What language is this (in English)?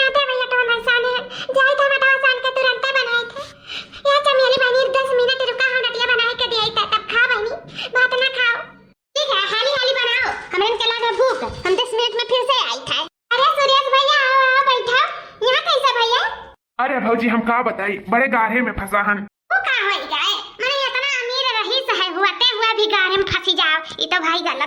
Awadhi